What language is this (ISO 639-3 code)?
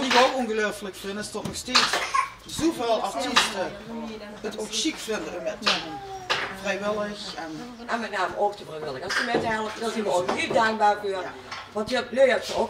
lim